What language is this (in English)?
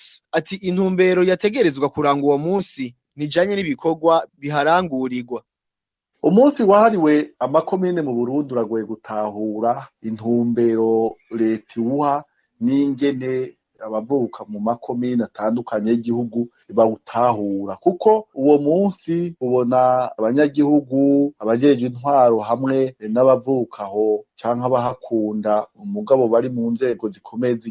Rundi